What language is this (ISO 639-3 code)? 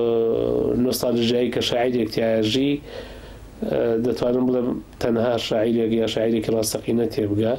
ckb